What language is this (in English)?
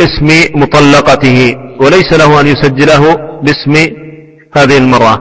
Arabic